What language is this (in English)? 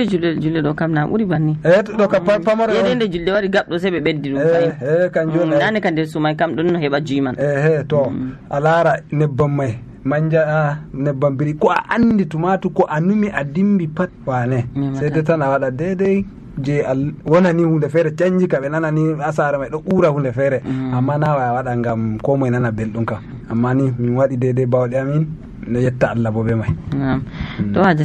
Nigerian Fulfulde